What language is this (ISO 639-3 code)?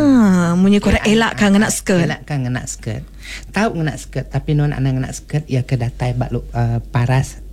iba